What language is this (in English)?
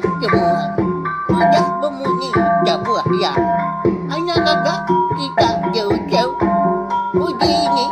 Iban